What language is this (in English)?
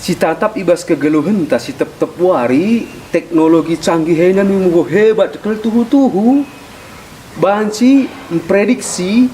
Batak Karo